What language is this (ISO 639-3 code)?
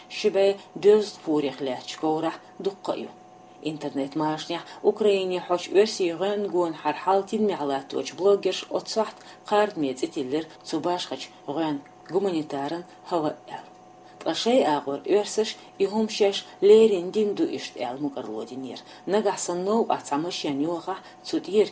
che